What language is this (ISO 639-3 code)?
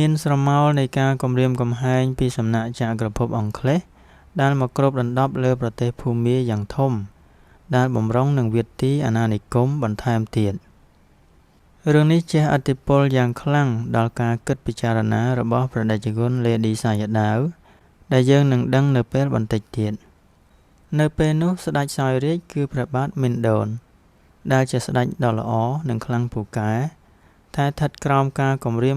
khm